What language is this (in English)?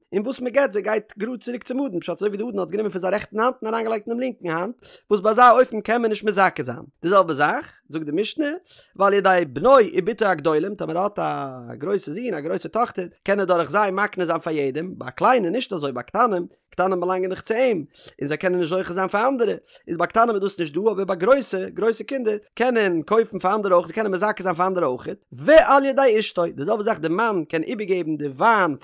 Yiddish